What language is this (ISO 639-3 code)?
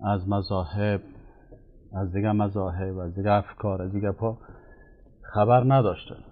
fas